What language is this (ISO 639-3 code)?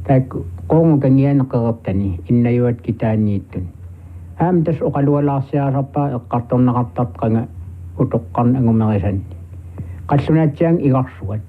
kal